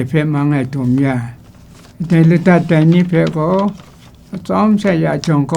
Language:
Kachin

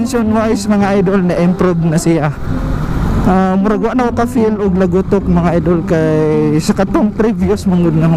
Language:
Cebuano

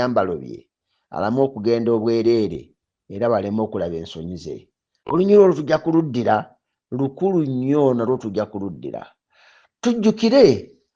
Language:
Ganda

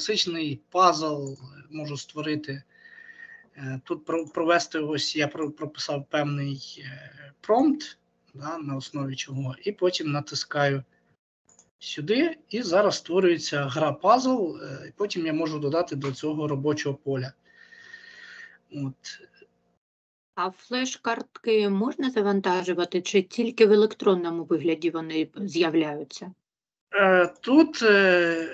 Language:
Ukrainian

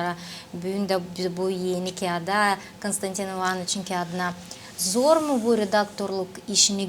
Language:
Gagauz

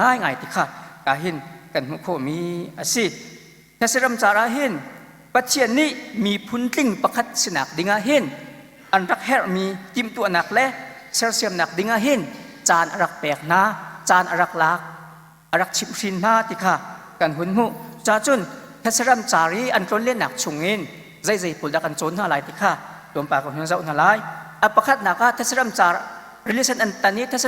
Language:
Hakha Chin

